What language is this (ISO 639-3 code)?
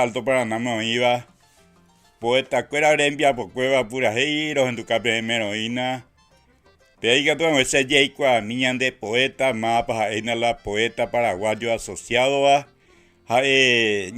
grn